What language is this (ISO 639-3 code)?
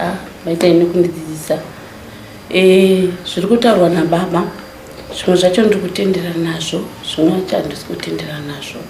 sna